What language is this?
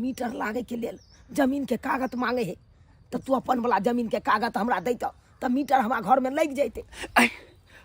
Maithili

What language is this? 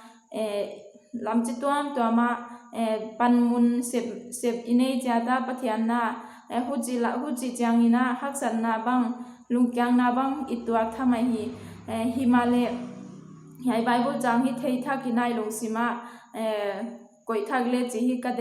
Paite Chin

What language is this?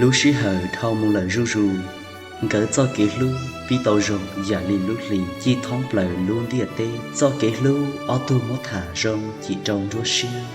Hmong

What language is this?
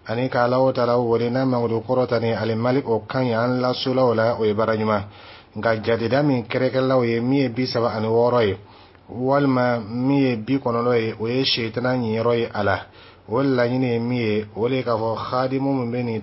Dyula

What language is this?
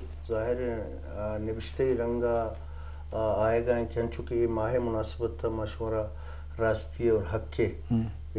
Eastern Balochi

